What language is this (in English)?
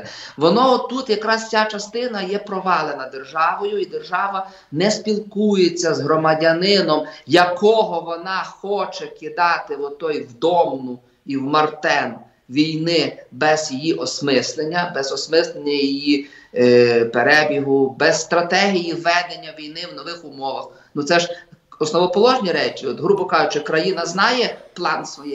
Ukrainian